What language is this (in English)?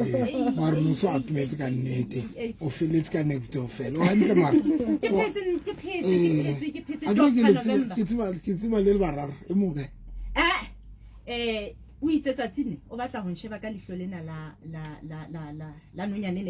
Southern Sotho